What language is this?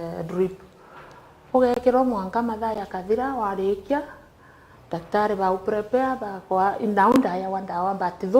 Meru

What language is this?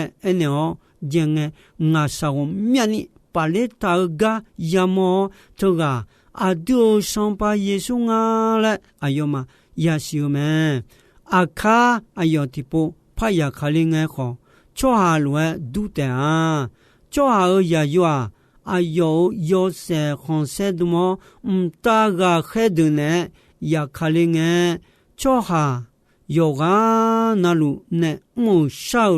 Akha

